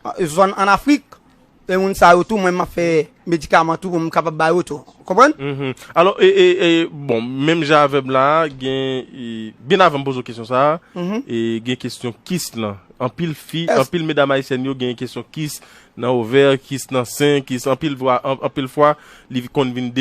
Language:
Haitian Creole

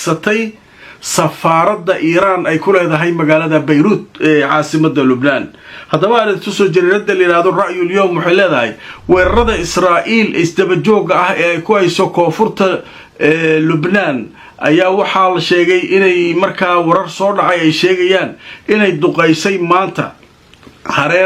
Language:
Somali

